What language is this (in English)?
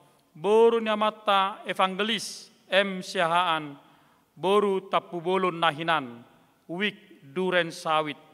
Batak Toba